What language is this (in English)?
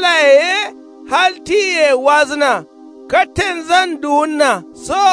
Kanuri